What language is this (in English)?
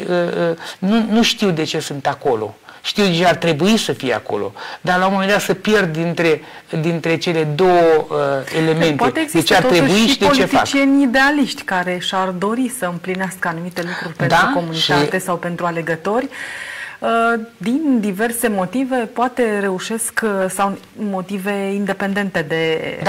Romanian